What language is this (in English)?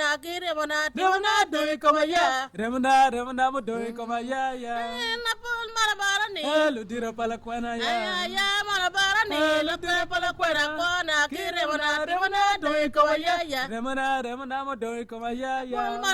Acoli